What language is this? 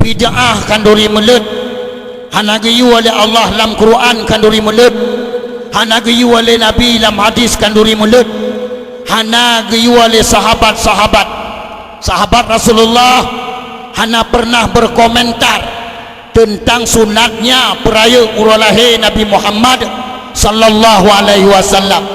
Achinese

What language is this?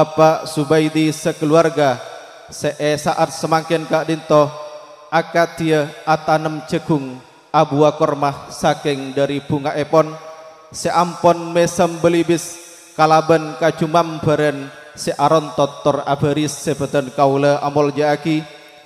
Madurese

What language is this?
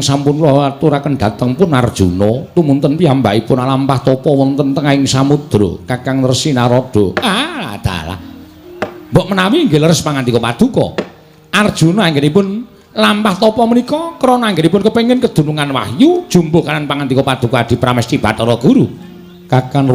Javanese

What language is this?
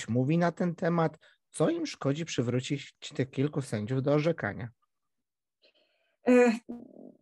Polish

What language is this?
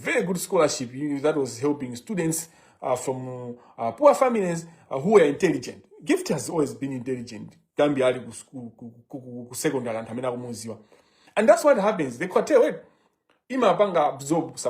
Nyanja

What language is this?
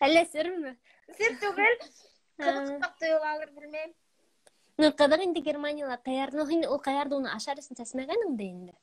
Bashkir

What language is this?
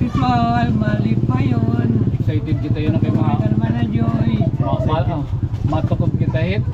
Waray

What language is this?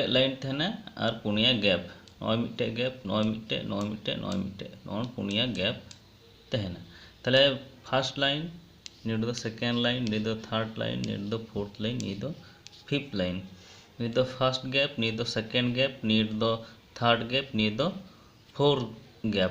Santali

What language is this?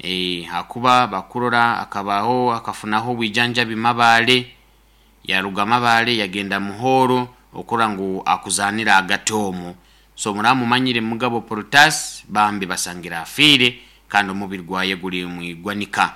Nyoro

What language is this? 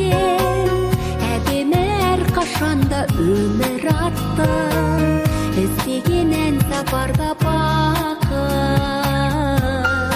Kazakh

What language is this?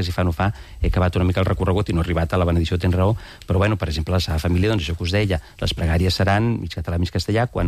Catalan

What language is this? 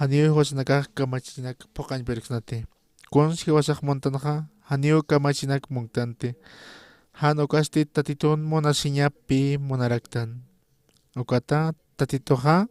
Aymara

